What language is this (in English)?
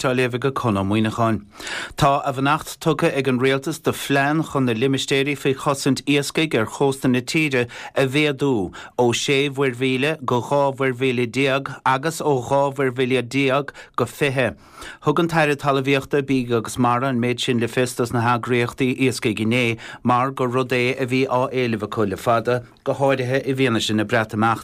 Irish